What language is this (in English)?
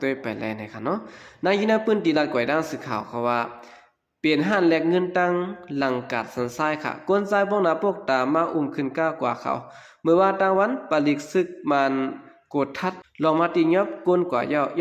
Shan